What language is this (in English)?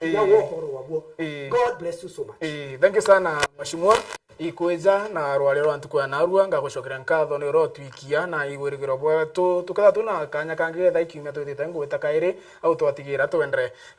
Meru